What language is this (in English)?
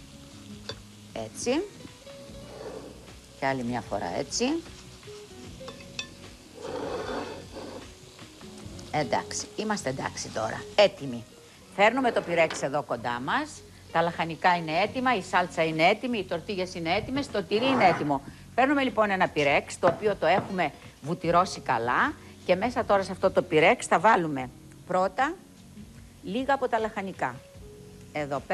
Greek